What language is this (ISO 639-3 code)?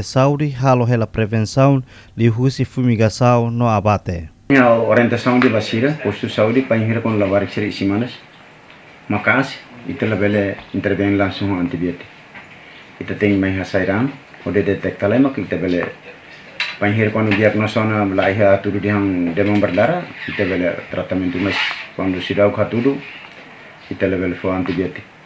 tet